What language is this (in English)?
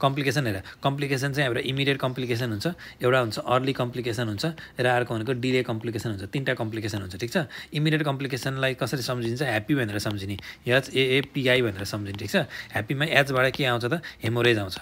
Nepali